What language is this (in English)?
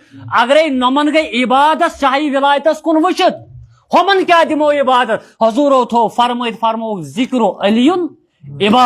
Kashmiri